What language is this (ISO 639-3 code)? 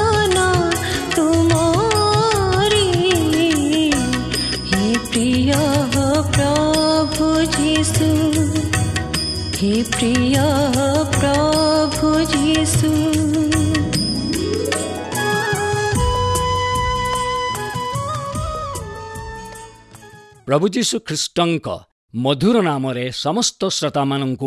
ori